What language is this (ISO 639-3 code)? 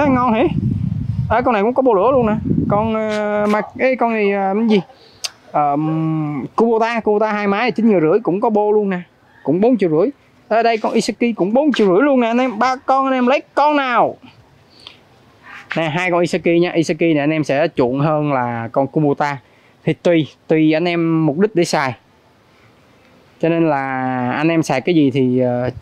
vie